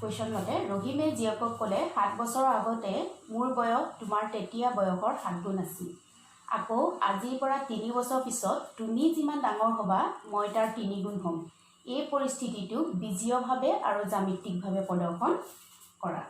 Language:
Assamese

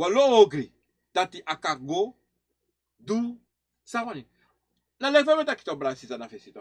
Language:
Sranan Tongo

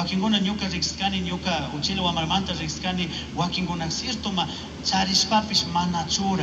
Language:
Chimborazo Highland Quichua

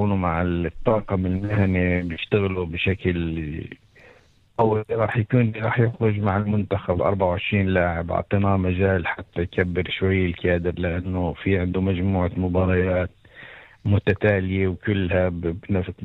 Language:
North Levantine Arabic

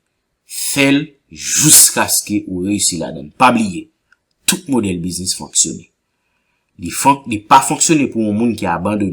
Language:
Haitian Creole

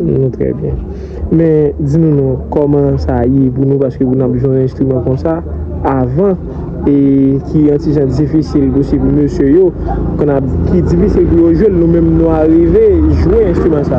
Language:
Haitian Creole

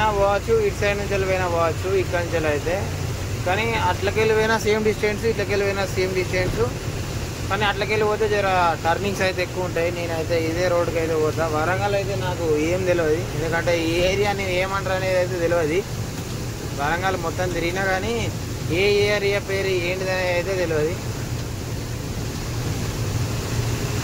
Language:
Telugu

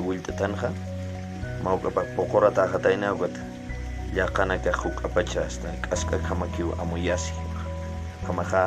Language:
Aymara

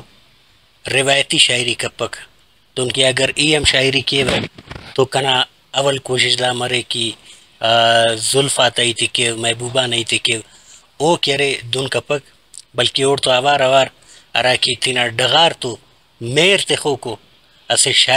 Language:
Brahui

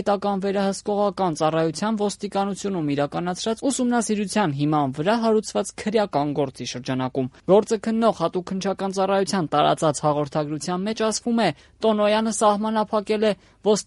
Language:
Armenian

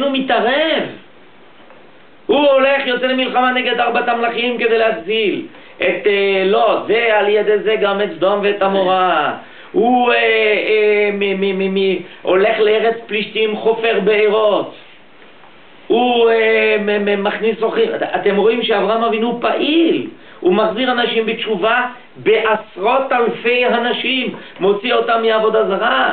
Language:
Hebrew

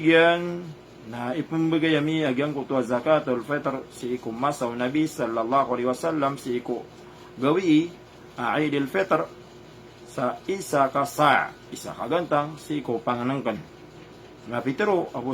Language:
Maranao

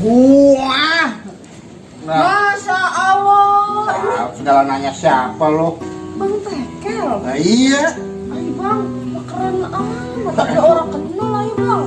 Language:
Betawi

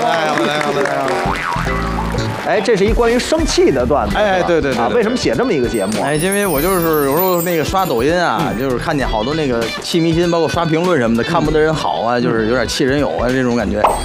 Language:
Chinese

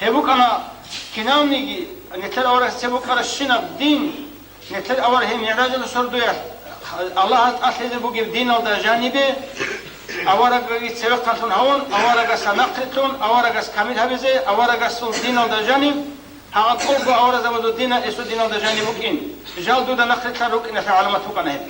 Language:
Avaric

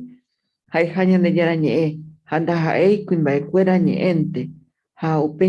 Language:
Guarani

